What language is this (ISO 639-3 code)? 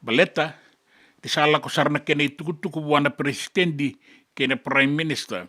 fij